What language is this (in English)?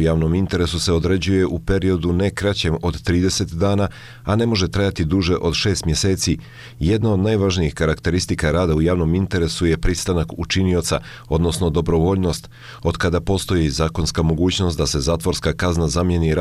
Bosnian